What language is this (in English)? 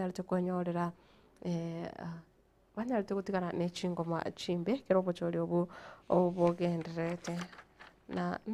Gusii